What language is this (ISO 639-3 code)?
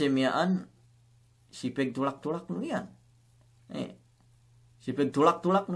yka